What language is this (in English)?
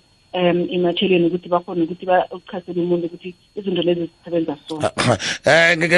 South Ndebele